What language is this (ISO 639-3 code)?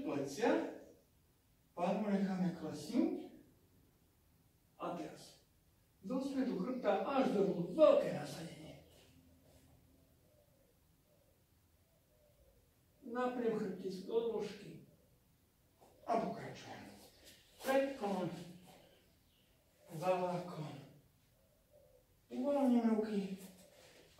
slk